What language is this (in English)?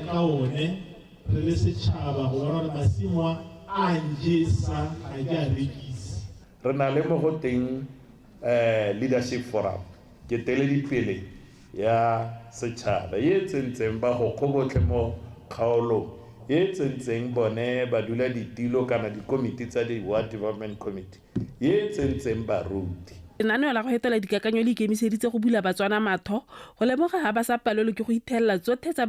Tswana